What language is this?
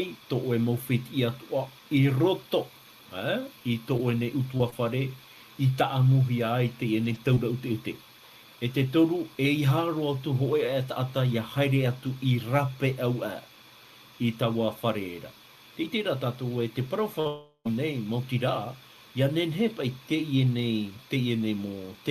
Tahitian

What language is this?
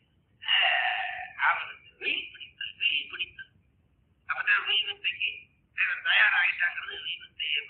Tamil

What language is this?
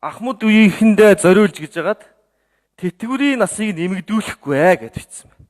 Mongolian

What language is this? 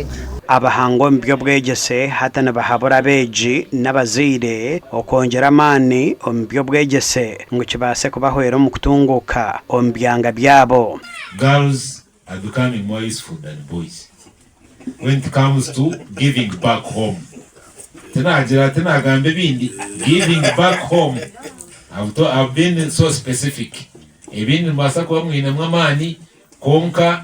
Nyankole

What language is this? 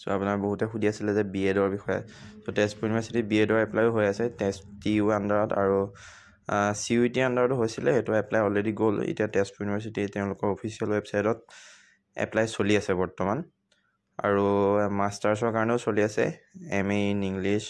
Assamese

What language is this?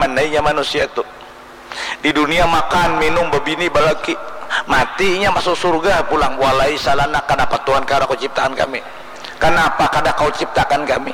Banjar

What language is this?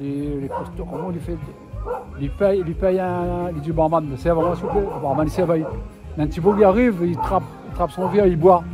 Réunion Creole French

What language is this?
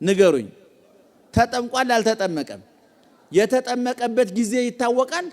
Amharic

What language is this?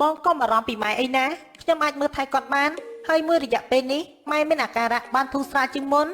Khmer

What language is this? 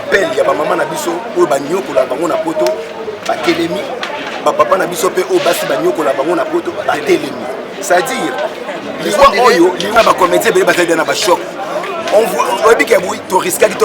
Lingala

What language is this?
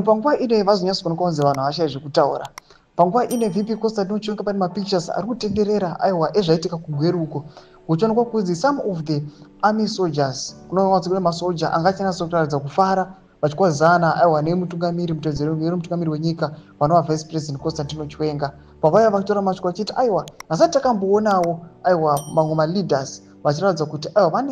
Shona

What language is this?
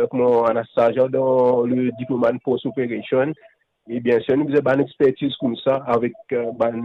Morisyen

